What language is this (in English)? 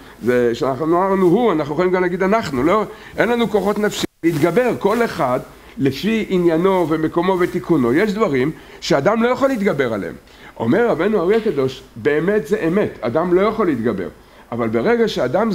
Hebrew